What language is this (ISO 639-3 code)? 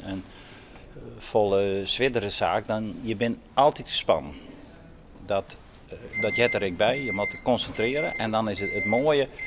fry